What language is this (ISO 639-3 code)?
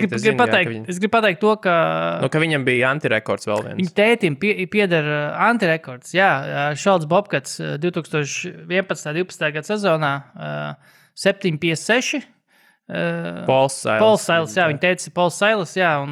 lav